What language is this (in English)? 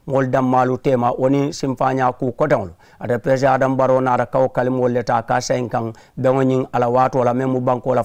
Mandingo